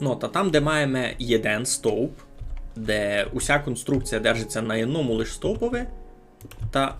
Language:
Rusyn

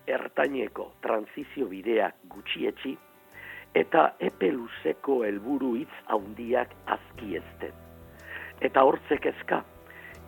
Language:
Basque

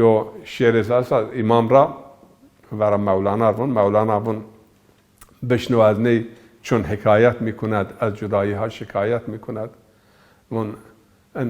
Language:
Zaza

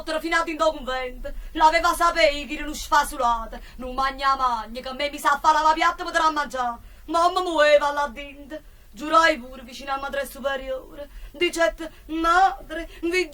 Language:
Neapolitan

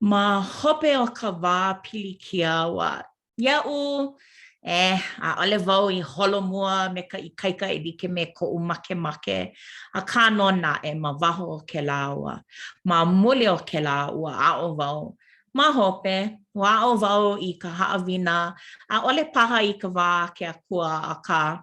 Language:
Hawaiian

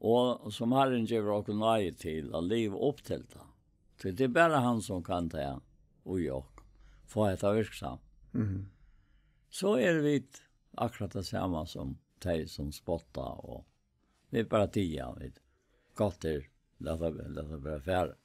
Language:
Faroese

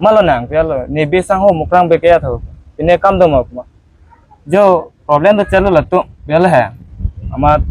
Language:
Karbi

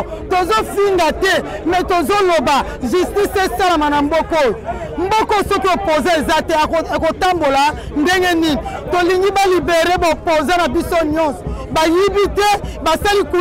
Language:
Lingala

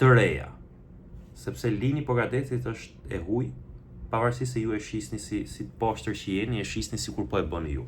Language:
Albanian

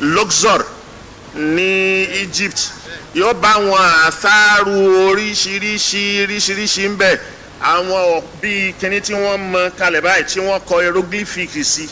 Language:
Yoruba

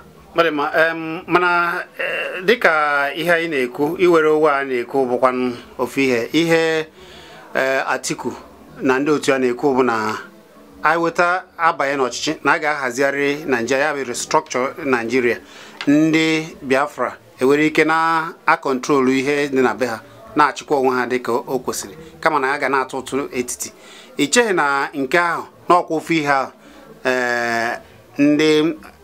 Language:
Igbo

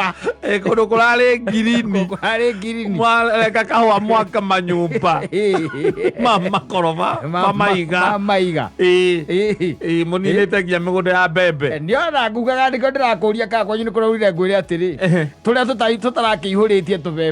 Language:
Kikuyu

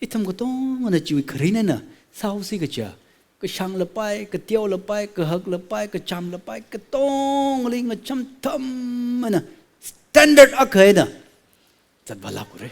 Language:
Tangkhul Naga (India)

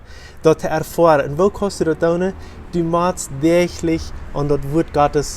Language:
Plautdietsch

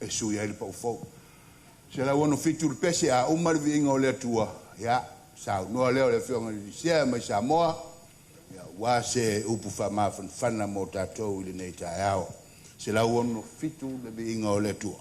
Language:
Samoan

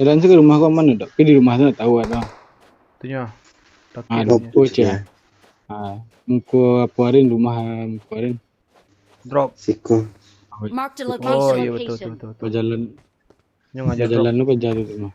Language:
Minangkabau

